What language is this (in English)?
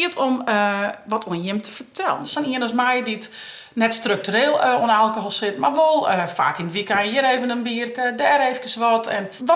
Western Frisian